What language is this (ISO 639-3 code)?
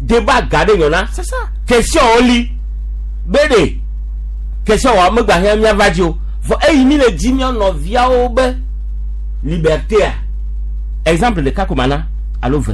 gej